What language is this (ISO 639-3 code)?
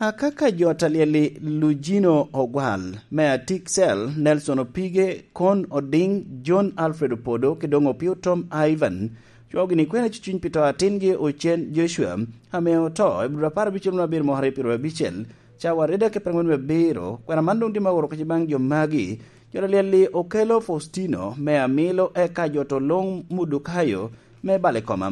laj